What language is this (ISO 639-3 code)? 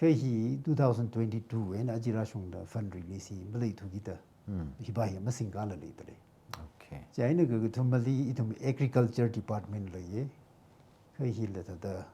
nmf